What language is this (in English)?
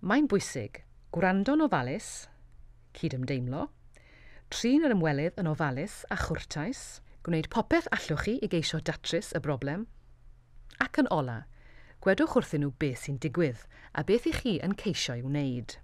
Welsh